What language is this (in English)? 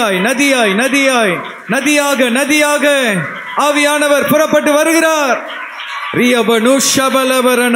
Tamil